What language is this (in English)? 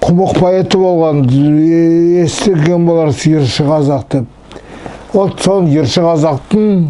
Nogai